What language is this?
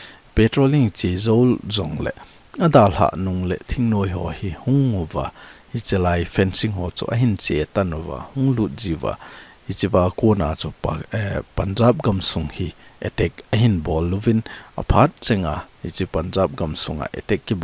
Thado Chin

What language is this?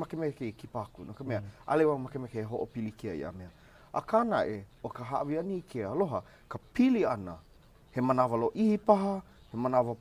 Hawaiian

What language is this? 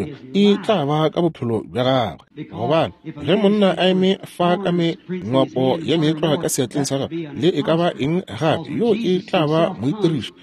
Northern Sotho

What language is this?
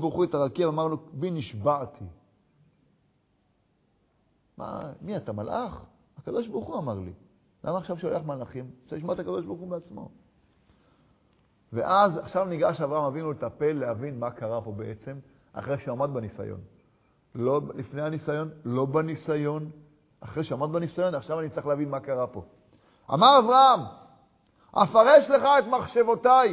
Hebrew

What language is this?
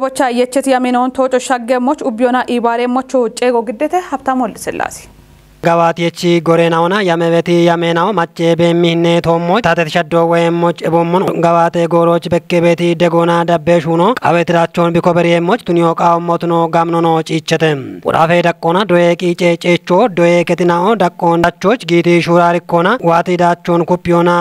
Kafa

